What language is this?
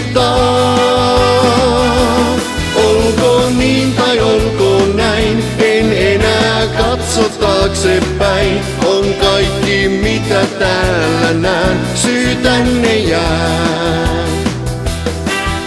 Finnish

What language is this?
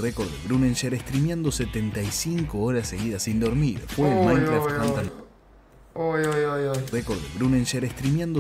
Spanish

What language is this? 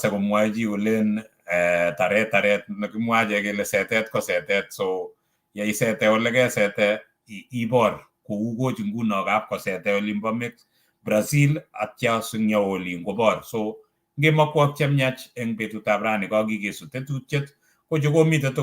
Kalenjin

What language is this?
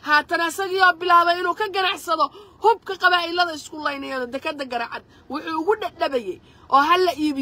Somali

